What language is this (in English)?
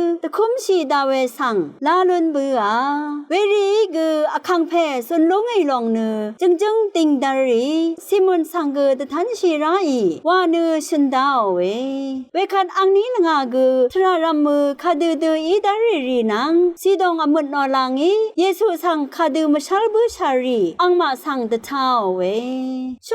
Rawang